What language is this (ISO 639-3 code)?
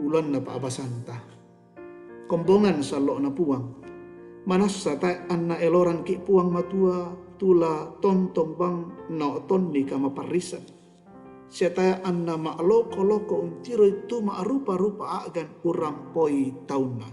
sda